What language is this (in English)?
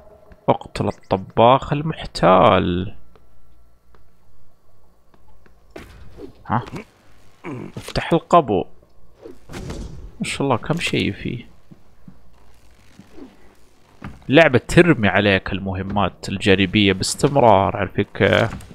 Arabic